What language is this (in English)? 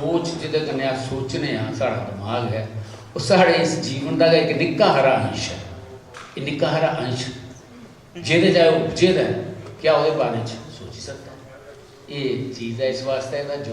Dogri